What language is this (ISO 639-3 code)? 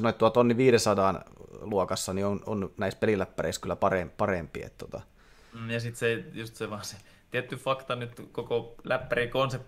fin